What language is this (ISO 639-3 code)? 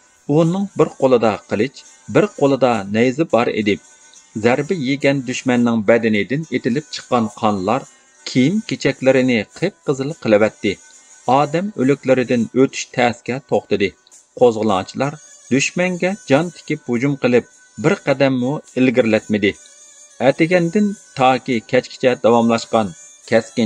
uig